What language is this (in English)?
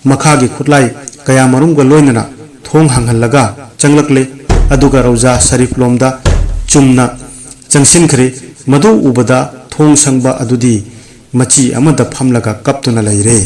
Manipuri